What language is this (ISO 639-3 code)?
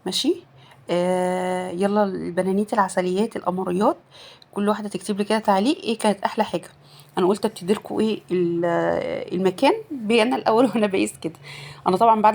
arz